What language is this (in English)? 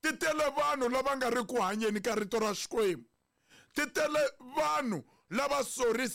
Tsonga